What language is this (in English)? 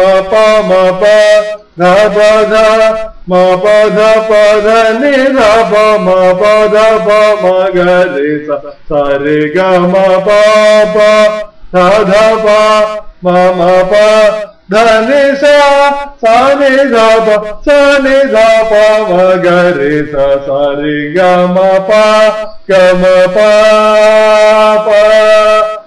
Kannada